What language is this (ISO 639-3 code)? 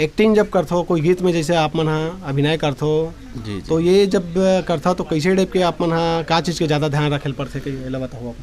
hne